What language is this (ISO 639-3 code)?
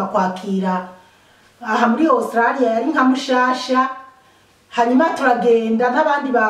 run